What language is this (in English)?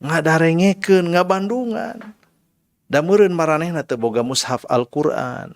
Sundanese